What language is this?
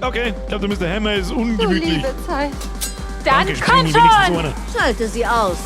Bavarian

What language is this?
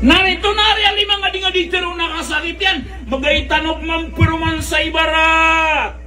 Maranao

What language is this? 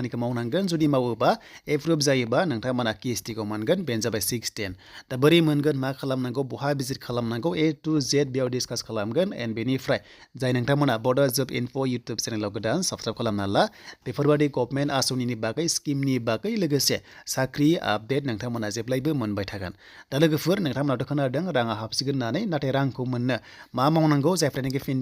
Bodo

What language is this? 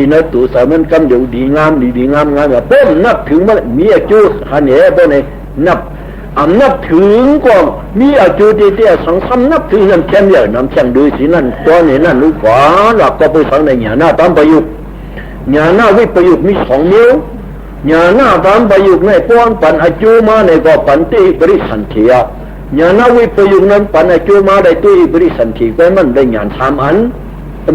Shan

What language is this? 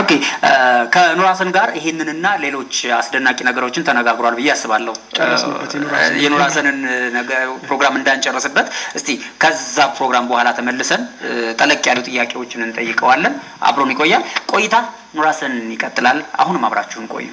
Amharic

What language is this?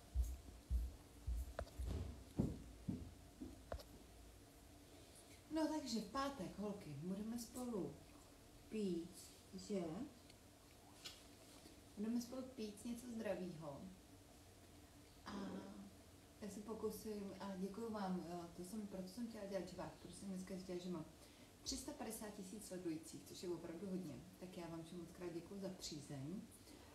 Czech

